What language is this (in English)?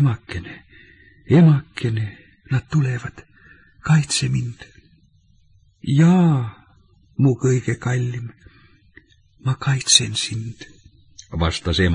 Estonian